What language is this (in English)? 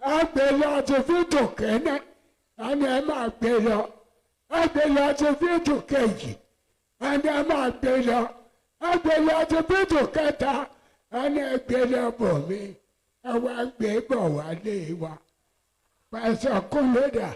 Yoruba